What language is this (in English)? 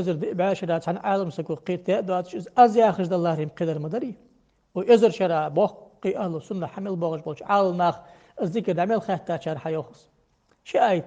Ingush